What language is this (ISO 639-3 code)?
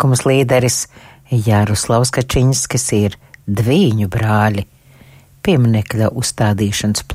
lav